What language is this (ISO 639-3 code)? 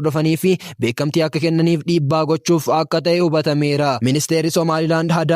orm